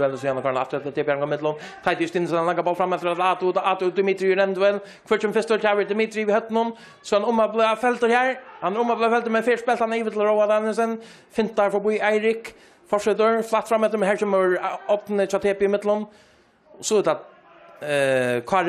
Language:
Faroese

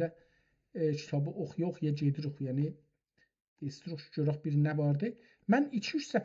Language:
South Azerbaijani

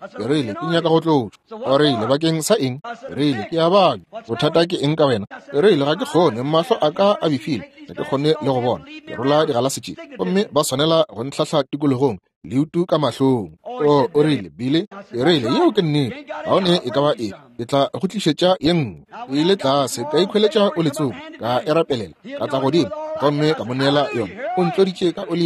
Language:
Northern Sotho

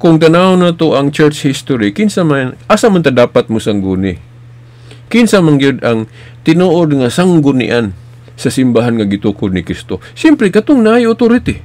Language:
Cebuano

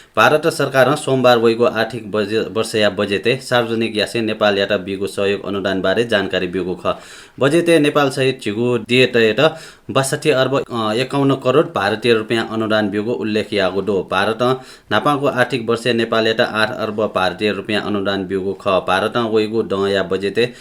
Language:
Newari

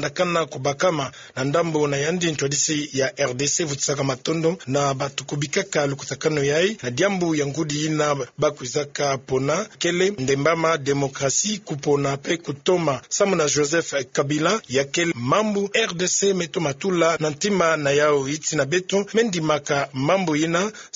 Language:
Kituba (Democratic Republic of Congo)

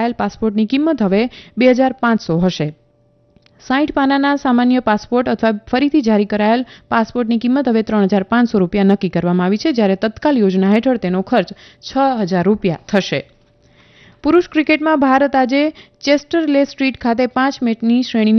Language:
Gujarati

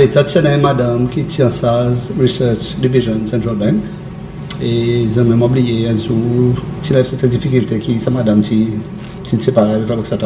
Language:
Seselwa Creole French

